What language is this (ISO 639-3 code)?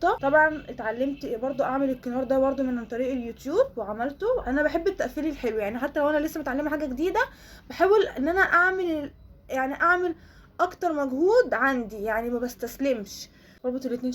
arz